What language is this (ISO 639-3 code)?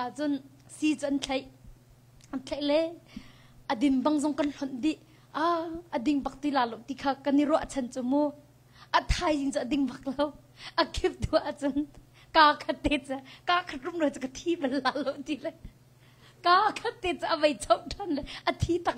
cnh